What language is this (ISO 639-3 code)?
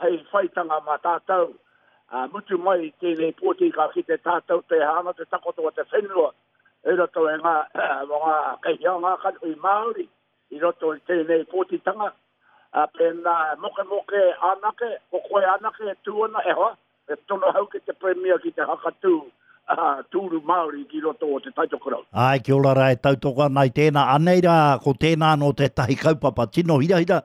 mri